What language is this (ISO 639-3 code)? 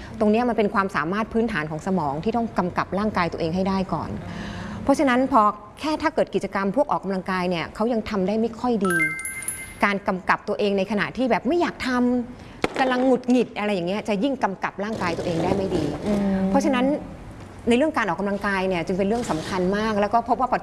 tha